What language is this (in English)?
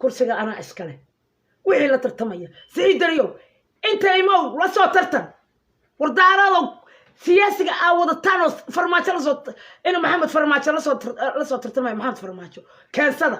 Somali